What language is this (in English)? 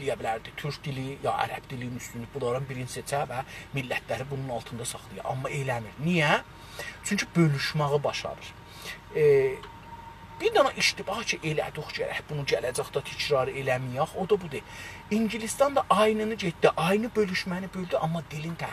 South Azerbaijani